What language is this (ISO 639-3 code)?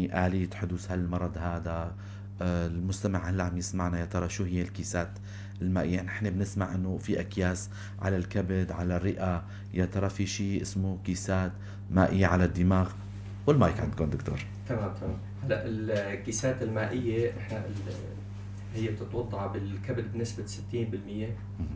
apc